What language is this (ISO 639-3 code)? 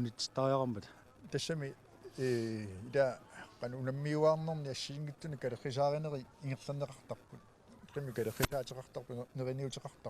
kal